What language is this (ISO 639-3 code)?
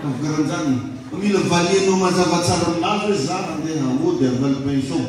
mlg